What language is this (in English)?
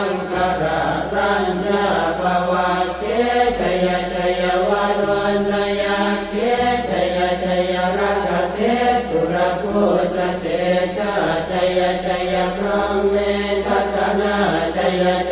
Pali